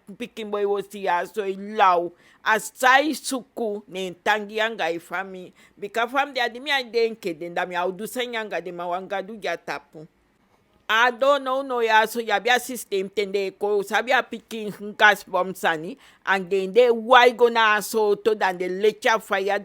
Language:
Eastern Maroon Creole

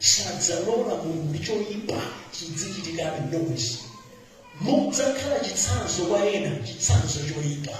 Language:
Nyanja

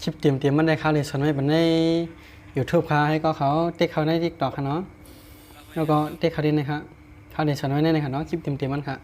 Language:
Shan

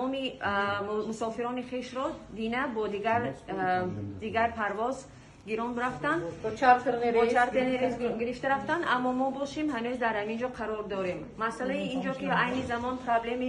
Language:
Tajik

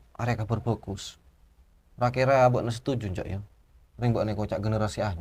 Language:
Madurese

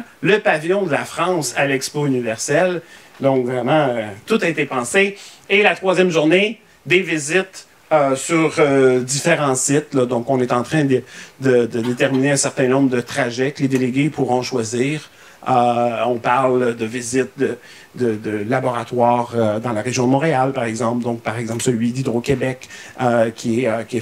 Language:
French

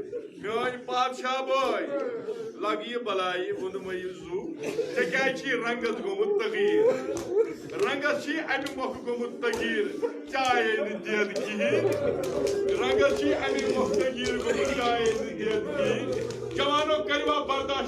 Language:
Kashmiri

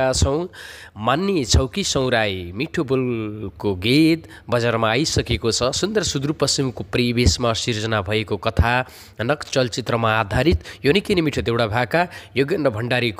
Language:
Nepali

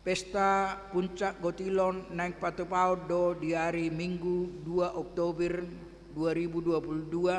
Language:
Batak Toba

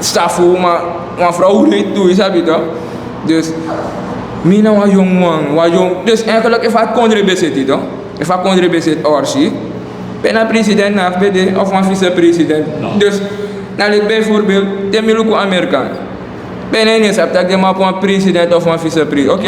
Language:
Sranan Tongo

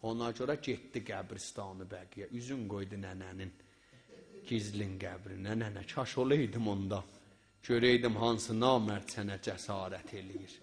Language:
South Azerbaijani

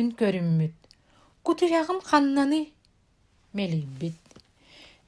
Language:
Yakut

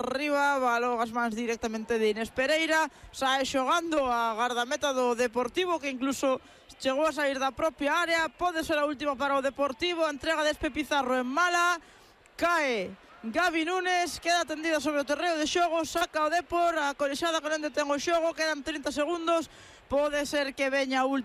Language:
Galician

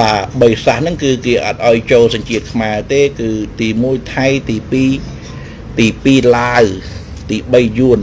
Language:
Khmer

